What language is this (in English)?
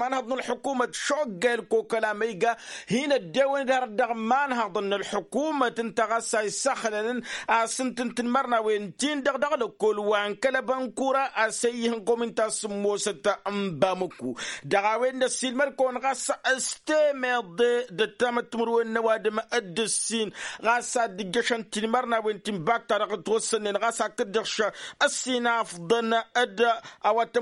Tamasheq